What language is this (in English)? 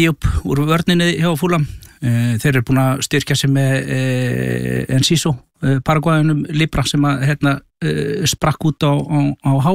Icelandic